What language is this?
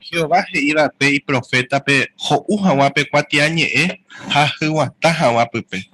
Guarani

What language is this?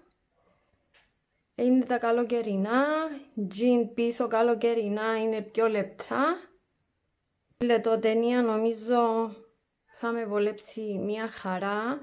Greek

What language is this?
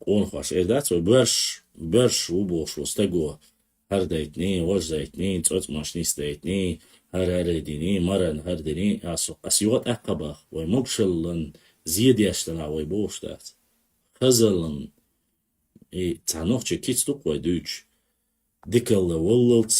Chechen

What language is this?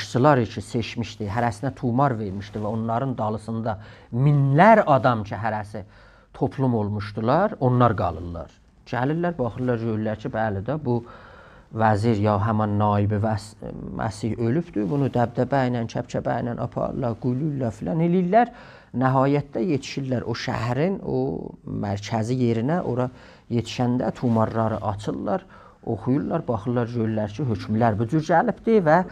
South Azerbaijani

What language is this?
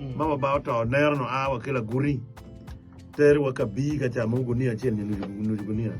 Acoli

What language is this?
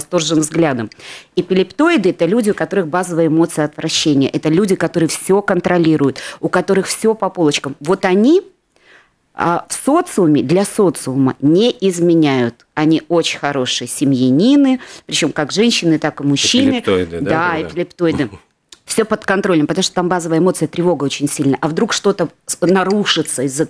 Russian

